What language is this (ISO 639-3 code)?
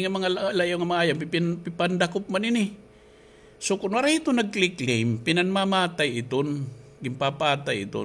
war